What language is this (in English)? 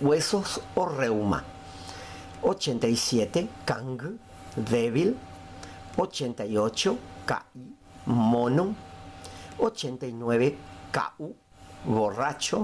Guarani